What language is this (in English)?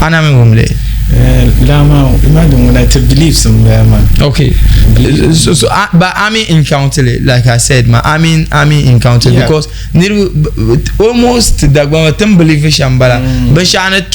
Dagbani